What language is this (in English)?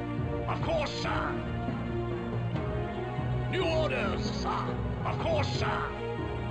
English